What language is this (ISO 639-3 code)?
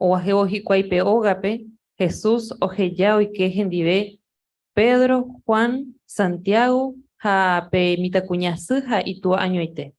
grn